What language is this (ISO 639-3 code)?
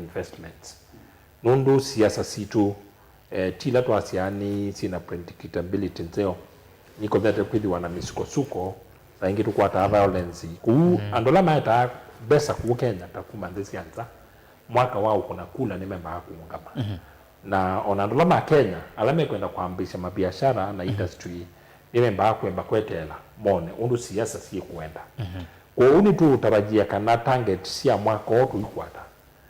kam